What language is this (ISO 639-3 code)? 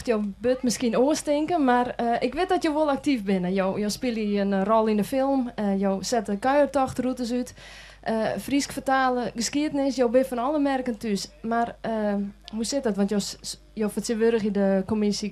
fry